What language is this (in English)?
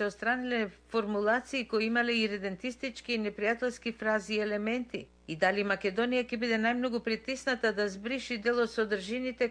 Macedonian